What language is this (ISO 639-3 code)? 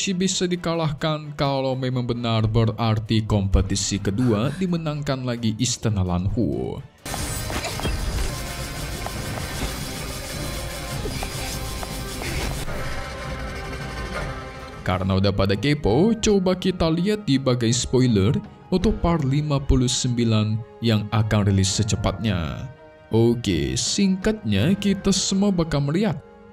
ind